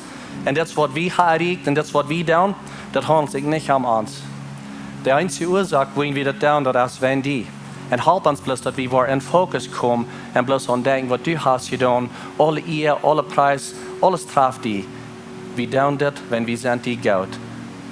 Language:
Plautdietsch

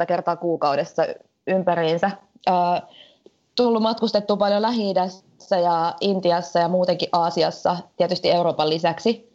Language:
Finnish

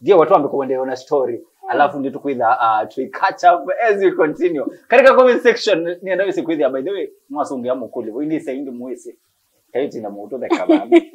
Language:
Kamba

